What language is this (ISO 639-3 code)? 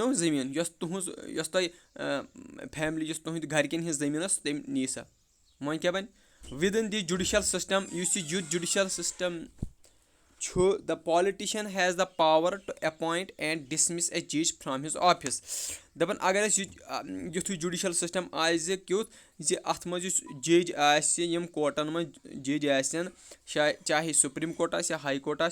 kas